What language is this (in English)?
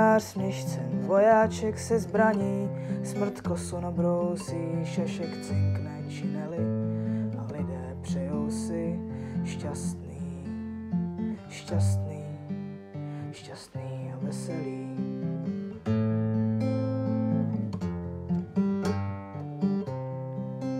Czech